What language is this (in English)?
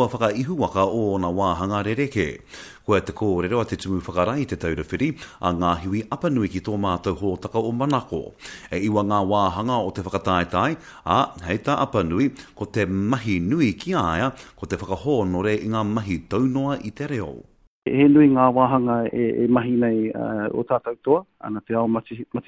Māori